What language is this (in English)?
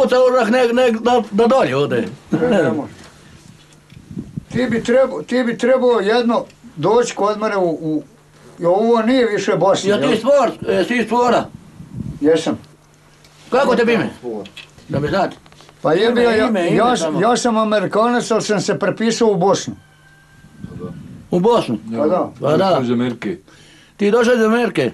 Bosnian